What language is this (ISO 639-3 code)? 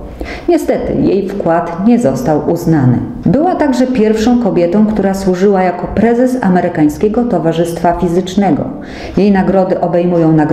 pol